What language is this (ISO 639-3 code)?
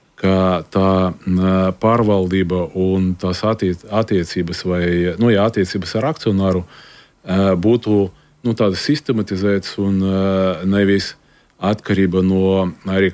lav